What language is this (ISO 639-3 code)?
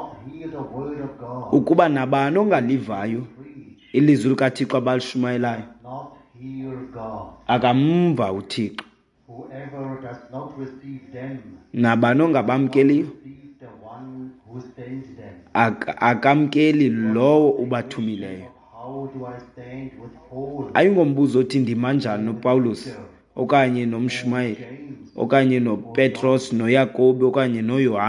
xho